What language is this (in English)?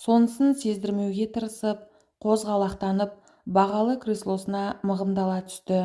Kazakh